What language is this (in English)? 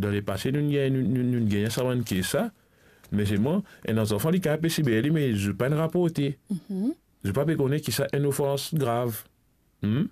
Morisyen